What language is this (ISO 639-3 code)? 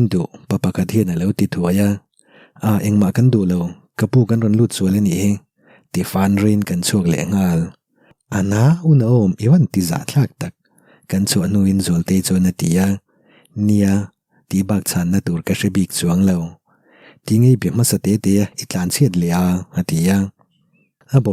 lus